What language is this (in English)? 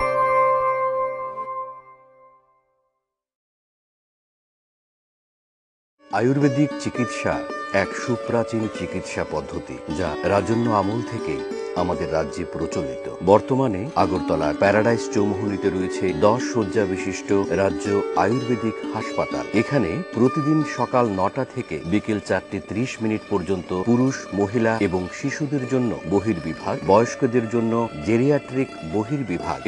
Bangla